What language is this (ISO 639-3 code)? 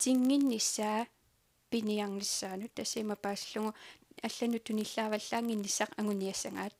kal